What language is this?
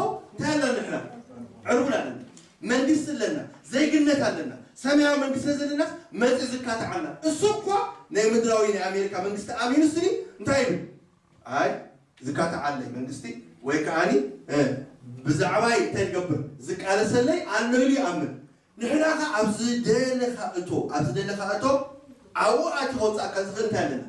Tigrinya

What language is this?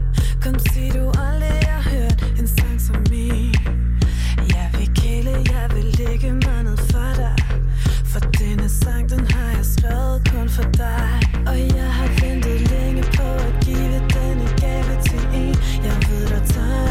Danish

